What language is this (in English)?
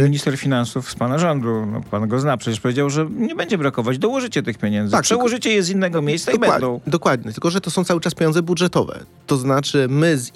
Polish